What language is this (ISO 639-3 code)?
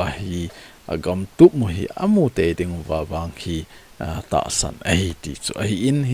tcz